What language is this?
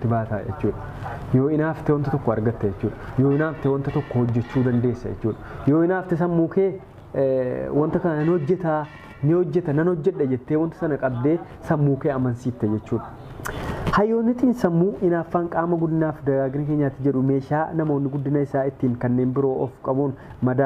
Oromo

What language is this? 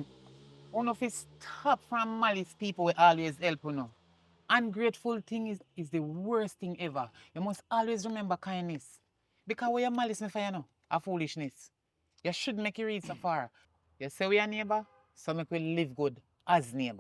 Jamaican Creole English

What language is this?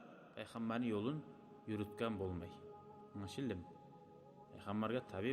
Kumyk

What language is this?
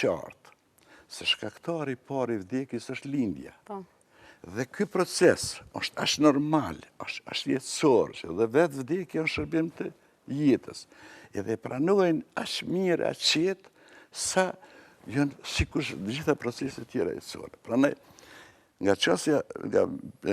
Albanian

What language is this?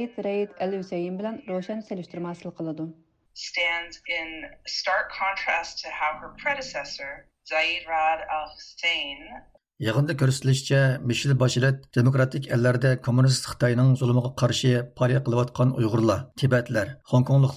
Uyghur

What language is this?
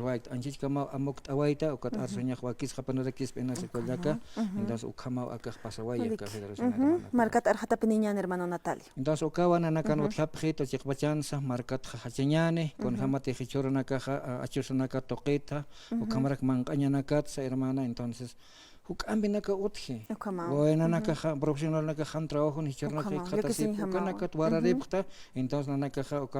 Aymara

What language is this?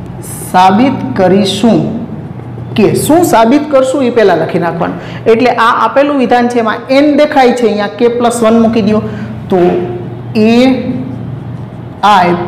Gujarati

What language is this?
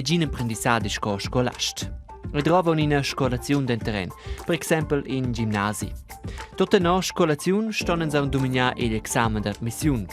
Romansh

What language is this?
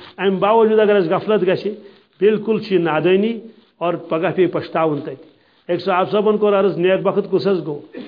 Kashmiri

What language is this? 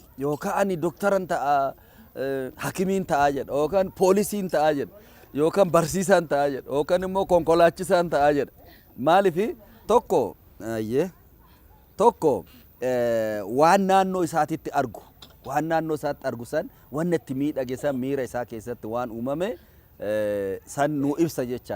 Oromo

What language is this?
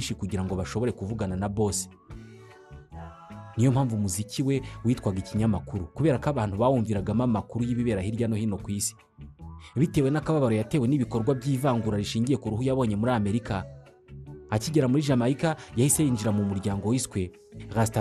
Kinyarwanda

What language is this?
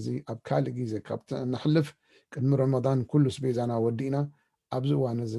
Tigrinya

